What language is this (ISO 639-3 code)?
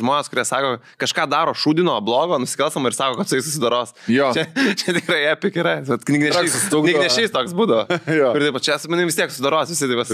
lit